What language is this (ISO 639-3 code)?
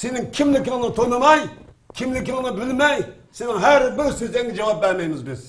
uig